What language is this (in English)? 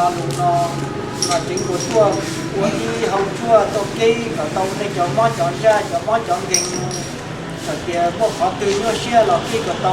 Hmong